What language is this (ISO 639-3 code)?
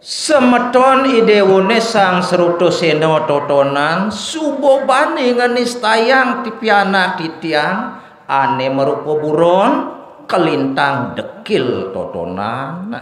ban